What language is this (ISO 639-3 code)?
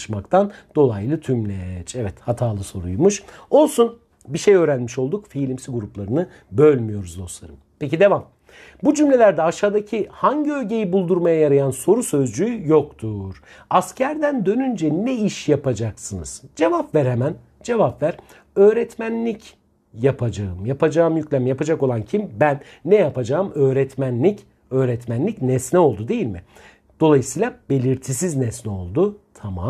tur